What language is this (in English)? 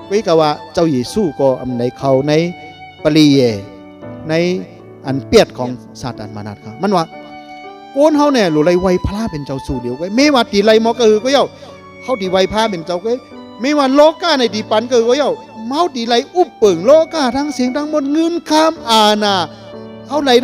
Shan